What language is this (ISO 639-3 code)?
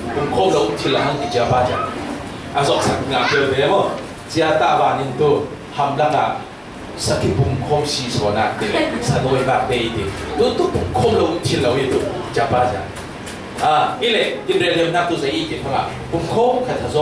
cfm